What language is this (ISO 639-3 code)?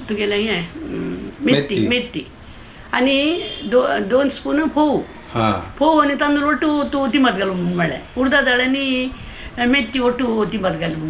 kok